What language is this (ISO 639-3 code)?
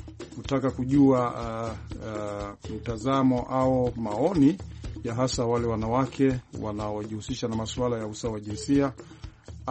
swa